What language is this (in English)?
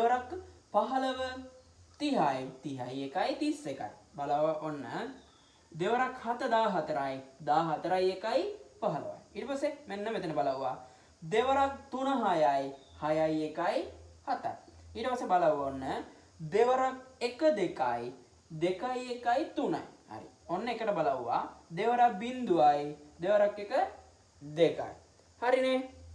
Sinhala